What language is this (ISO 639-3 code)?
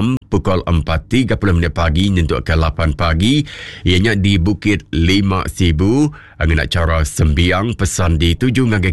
iba